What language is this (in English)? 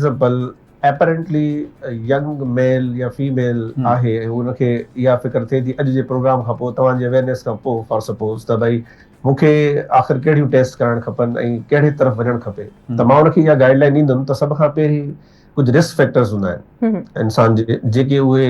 Sindhi